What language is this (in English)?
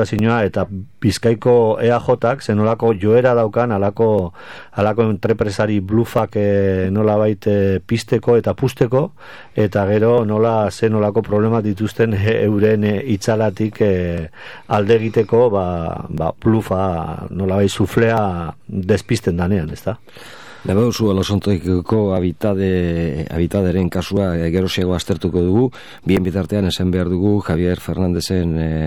Basque